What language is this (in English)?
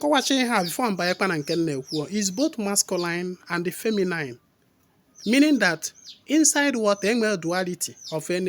Igbo